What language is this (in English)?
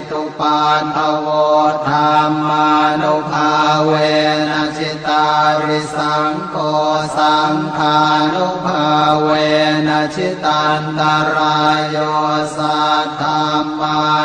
Pali